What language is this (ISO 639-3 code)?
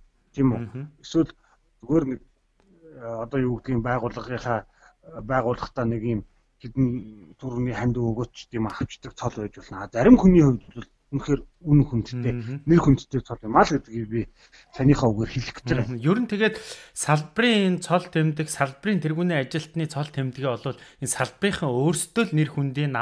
mon